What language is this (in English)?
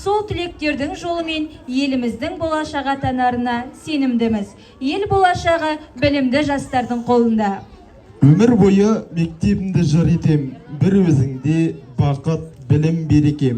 Kazakh